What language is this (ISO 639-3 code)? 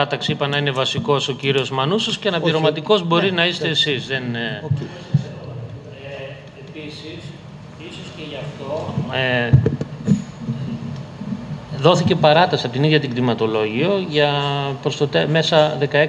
ell